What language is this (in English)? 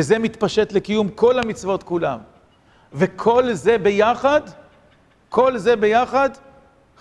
Hebrew